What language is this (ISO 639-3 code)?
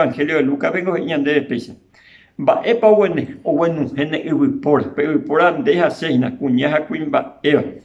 grn